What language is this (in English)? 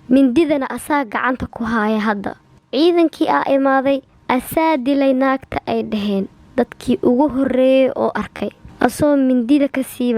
Somali